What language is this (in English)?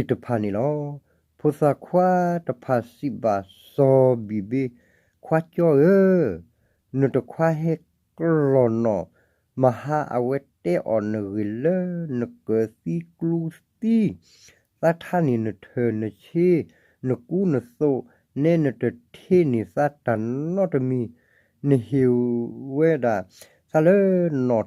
S'gaw Karen